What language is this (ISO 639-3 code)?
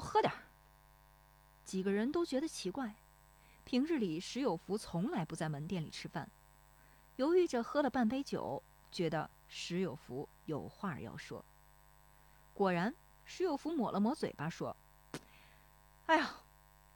zho